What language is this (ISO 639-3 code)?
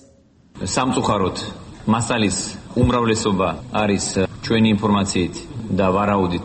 kat